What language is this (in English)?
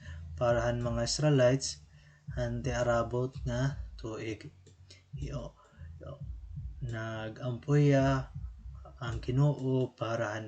Waray